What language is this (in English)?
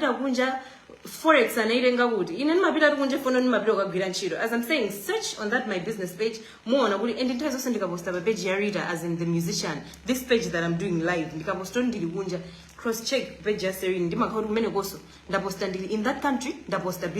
Nyanja